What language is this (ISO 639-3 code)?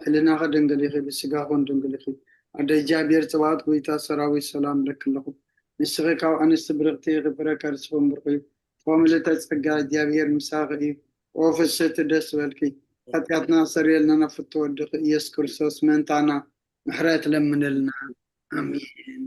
tir